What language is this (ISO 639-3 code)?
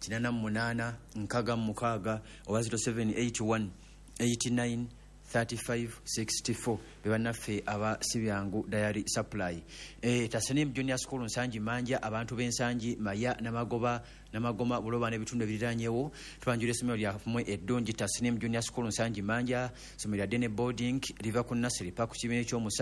lug